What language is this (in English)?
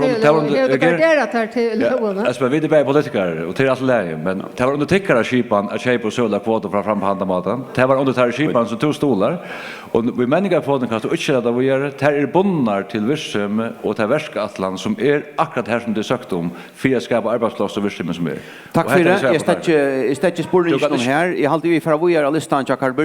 Faroese